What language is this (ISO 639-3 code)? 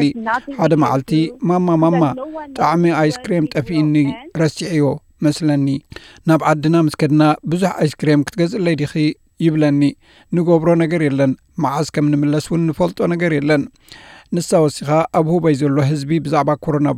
tir